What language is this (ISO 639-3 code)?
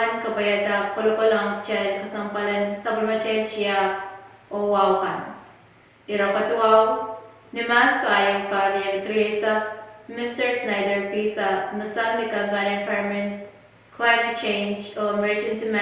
pon